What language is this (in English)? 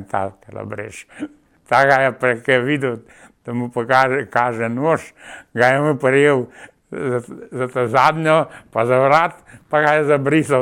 Slovenian